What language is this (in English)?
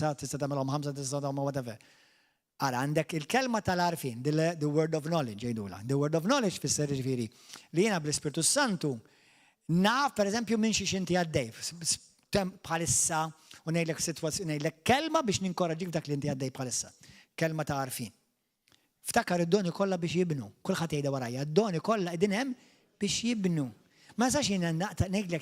Maltese